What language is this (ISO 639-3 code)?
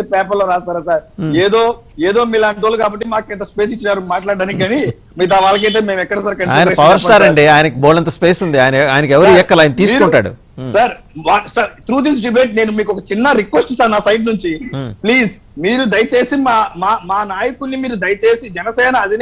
tel